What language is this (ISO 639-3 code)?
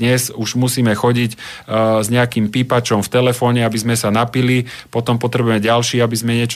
slk